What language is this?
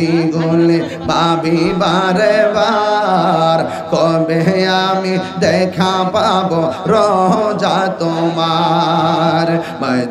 Bangla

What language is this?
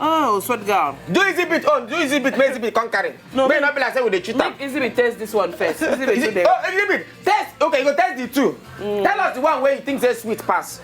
Nigerian Pidgin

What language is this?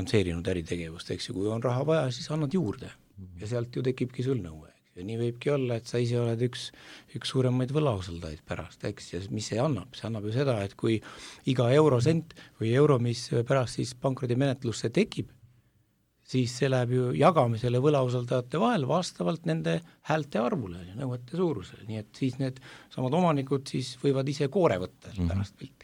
Estonian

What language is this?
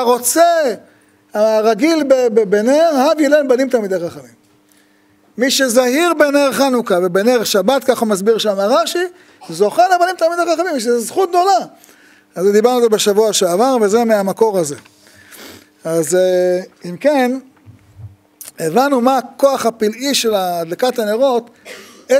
Hebrew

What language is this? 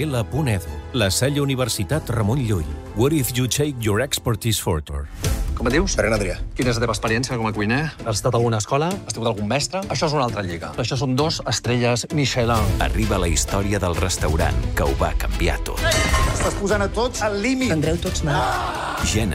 Catalan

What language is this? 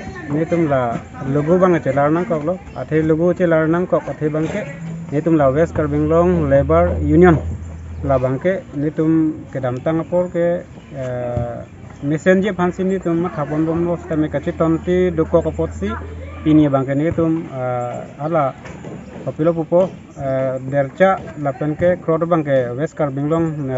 Karbi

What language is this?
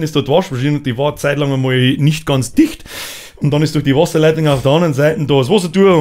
Bavarian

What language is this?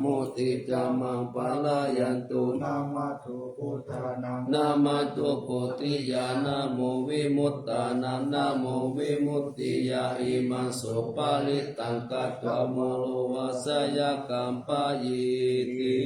Pali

